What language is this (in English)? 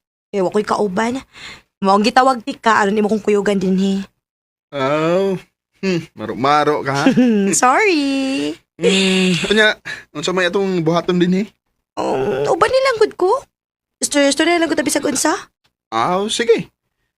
Cebuano